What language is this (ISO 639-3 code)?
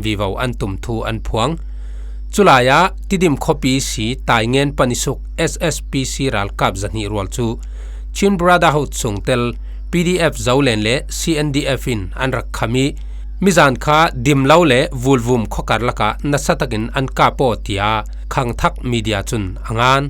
cfm